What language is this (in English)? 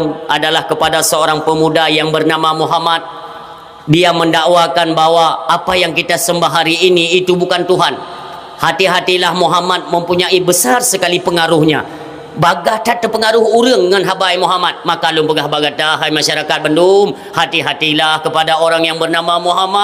Achinese